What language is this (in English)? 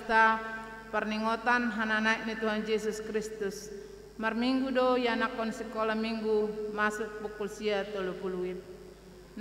Batak Toba